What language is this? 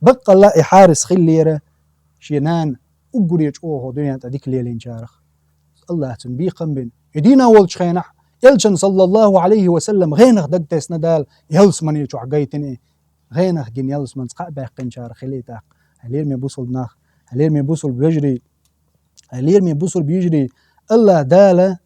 Chechen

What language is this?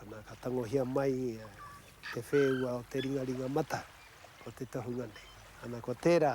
Māori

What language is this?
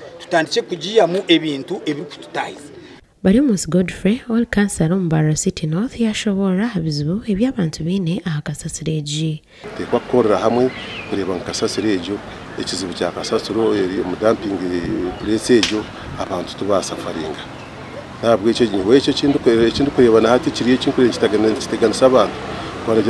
Nyankole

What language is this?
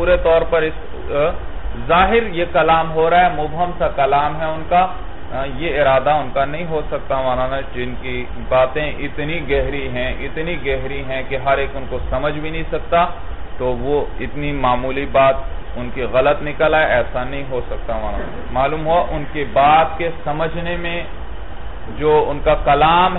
Urdu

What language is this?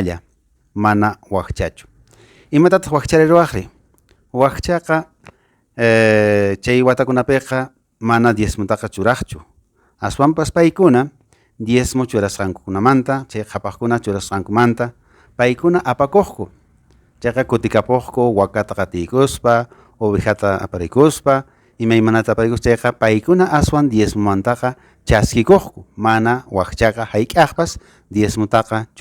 Quechua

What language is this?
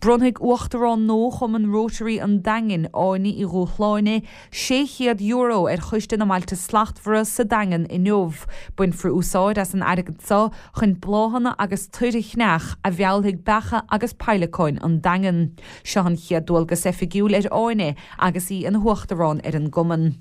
Irish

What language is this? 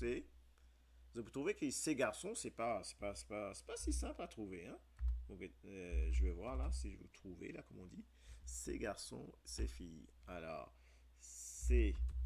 Morisyen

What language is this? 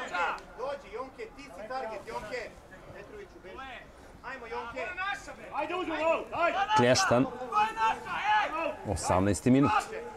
Serbian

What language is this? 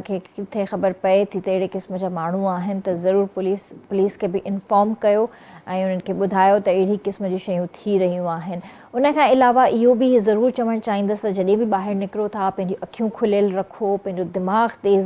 Sindhi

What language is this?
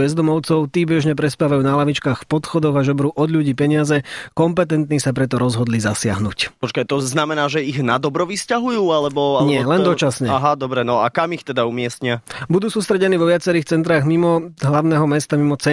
Slovak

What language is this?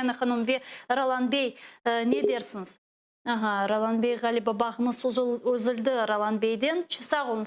Crimean Tatar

